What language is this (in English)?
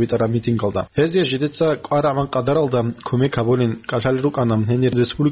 Avaric